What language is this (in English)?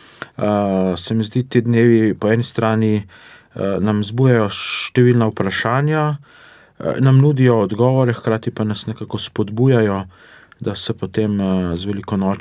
Slovenian